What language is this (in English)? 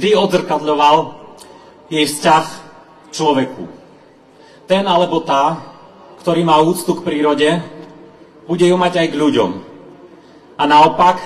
Slovak